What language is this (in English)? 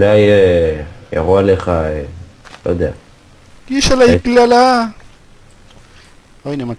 Hebrew